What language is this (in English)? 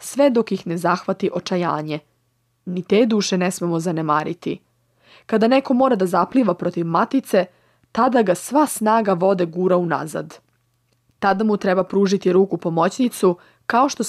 Serbian